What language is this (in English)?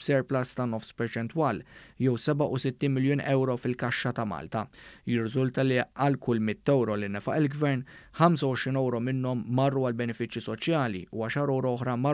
Maltese